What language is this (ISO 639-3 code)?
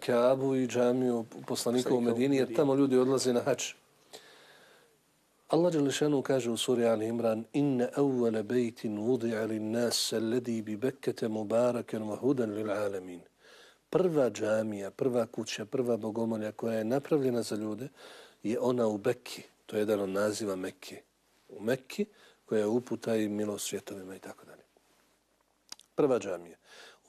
bos